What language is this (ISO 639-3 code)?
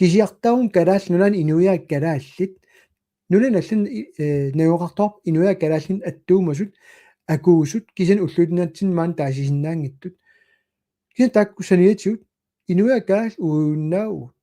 kal